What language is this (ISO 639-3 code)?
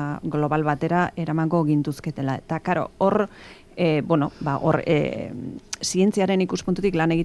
eus